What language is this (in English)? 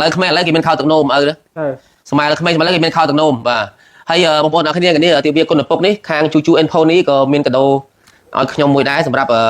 Khmer